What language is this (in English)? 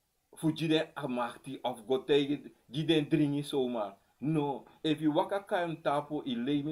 Sranan Tongo